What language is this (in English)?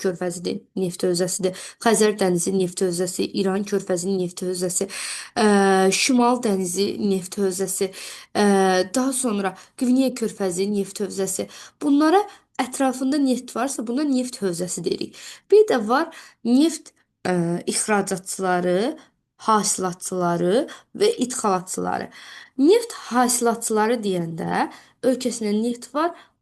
Azerbaijani